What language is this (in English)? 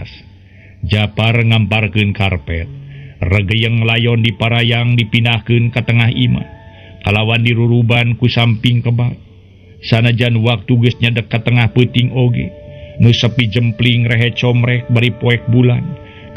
Sundanese